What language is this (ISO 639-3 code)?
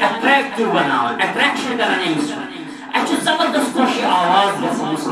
kas